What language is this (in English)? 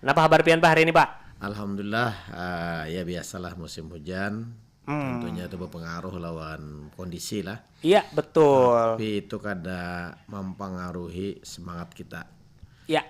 Banjar